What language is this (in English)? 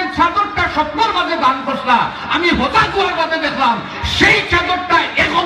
Sylheti